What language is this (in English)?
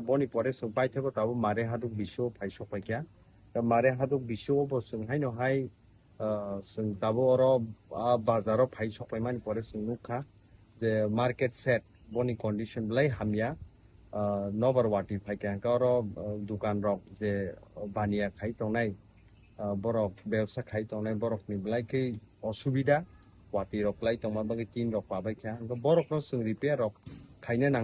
Kok Borok